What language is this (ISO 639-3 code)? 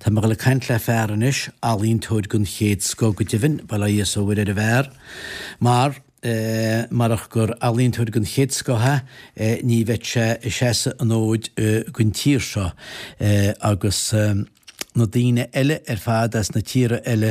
gle